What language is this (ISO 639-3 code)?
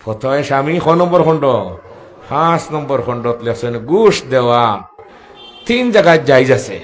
syl